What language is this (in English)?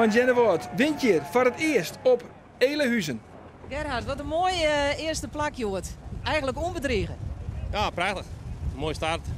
Western Frisian